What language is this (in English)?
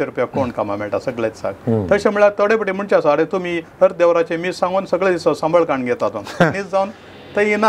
Konkani